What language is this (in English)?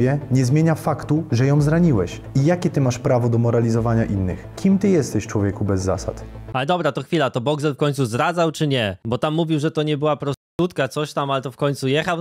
Polish